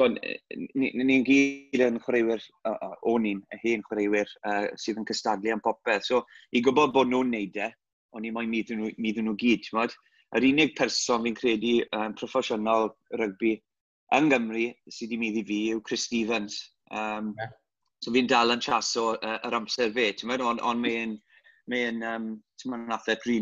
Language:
Welsh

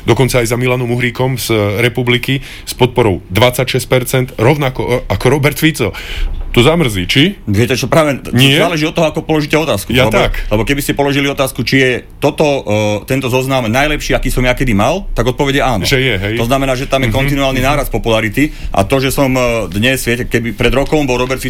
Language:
Slovak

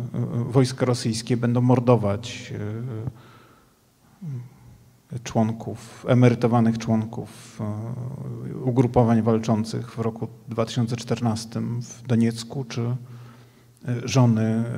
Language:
Polish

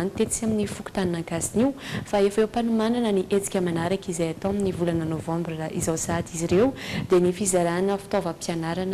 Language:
Malagasy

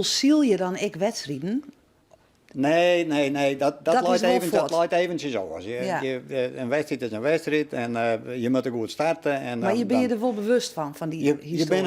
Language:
Western Frisian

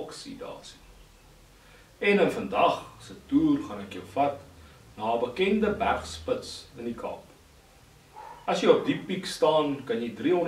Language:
Afrikaans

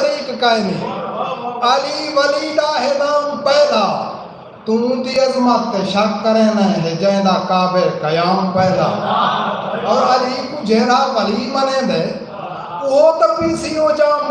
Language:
Saraiki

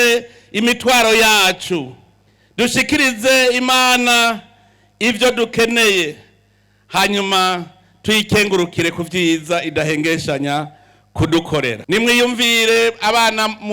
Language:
Rundi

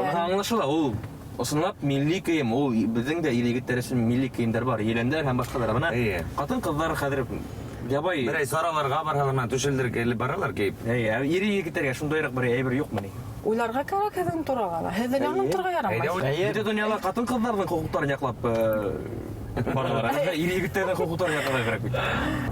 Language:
Bashkir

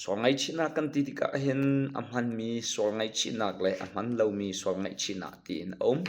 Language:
Hakha Chin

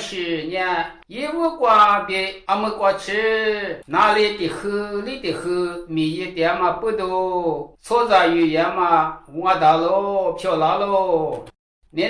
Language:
Lisu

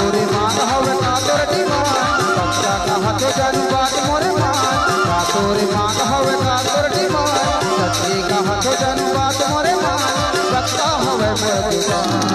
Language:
Chhattisgarhi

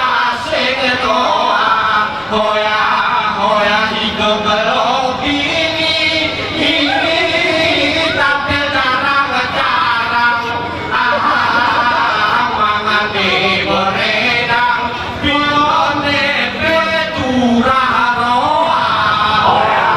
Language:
Gayo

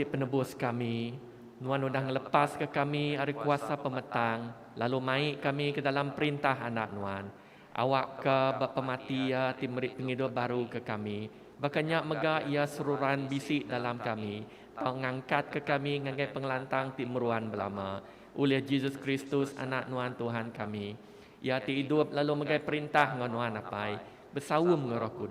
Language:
Iban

